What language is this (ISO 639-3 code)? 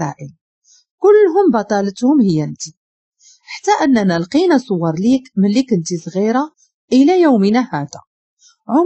ary